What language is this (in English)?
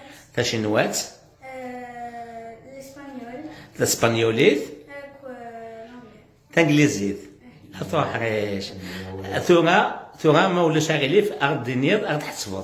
Kabyle